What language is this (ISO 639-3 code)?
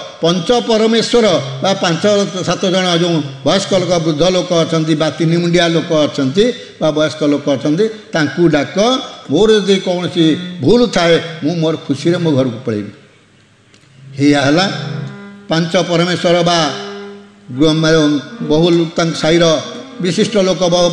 ori